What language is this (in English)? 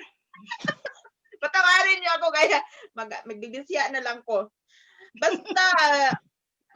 Cebuano